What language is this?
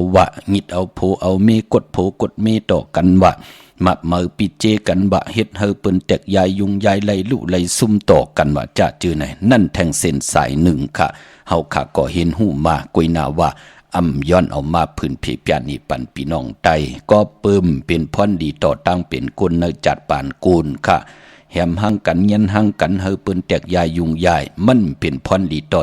Shan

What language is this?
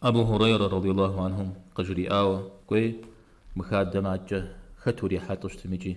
Kabardian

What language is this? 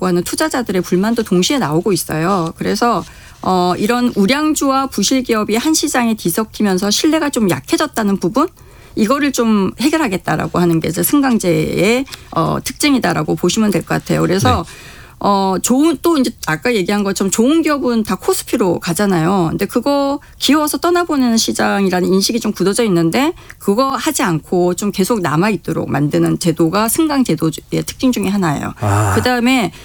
Korean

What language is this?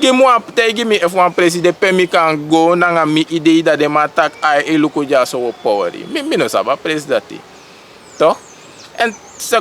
Sranan Tongo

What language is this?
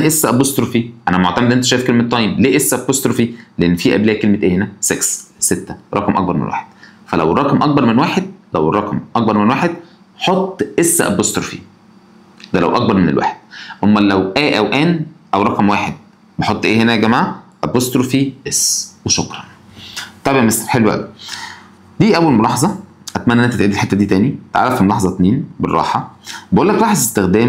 Egyptian Arabic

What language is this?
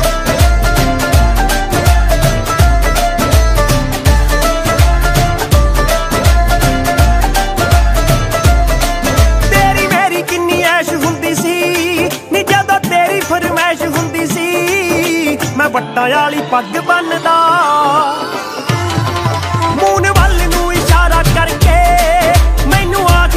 Punjabi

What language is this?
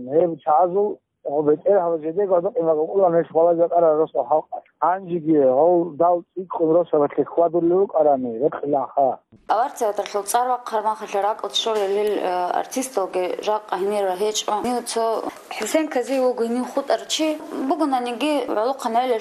Avaric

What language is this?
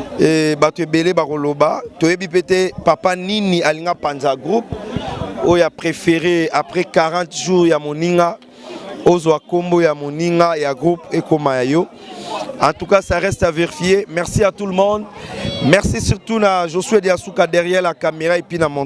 Lingala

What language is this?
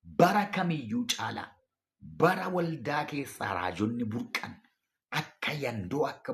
Oromo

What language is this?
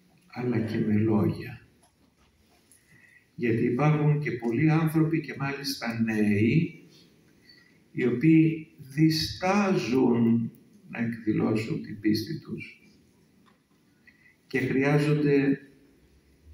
Greek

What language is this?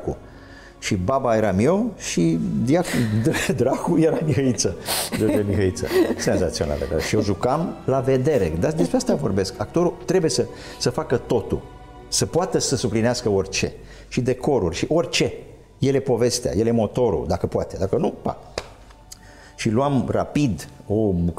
Romanian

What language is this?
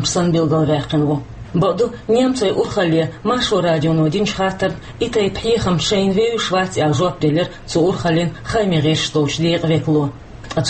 Chechen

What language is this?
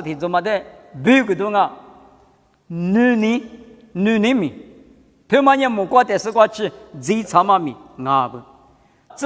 Lisu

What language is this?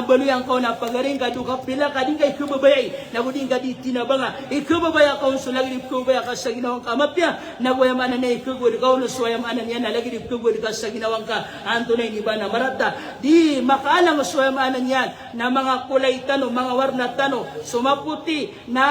Maranao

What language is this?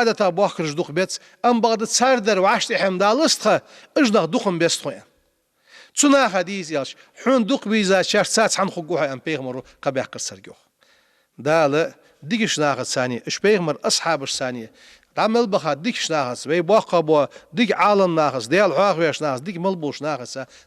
Ingush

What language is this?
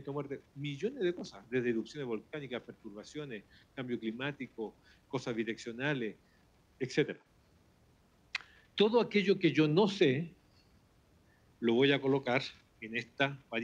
Spanish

